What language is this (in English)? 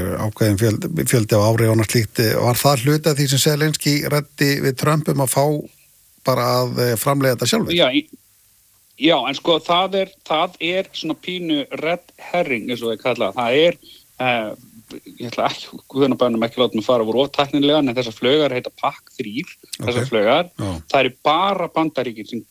Icelandic